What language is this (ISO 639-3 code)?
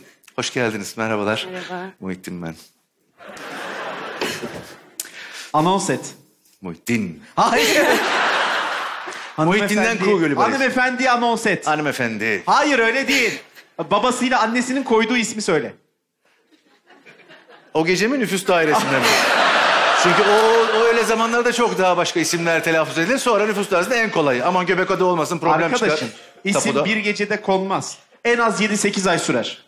tur